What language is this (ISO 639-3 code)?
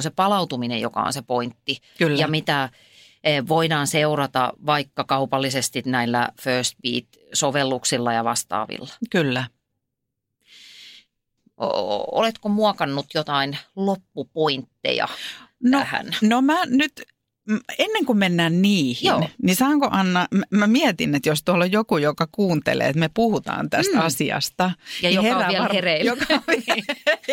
fin